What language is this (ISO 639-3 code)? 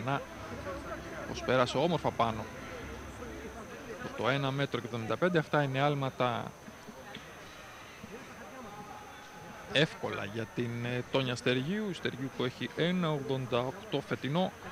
ell